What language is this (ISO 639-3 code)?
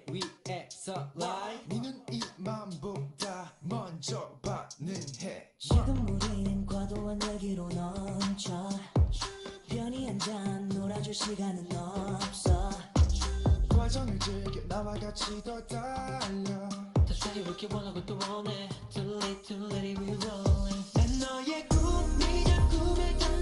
kor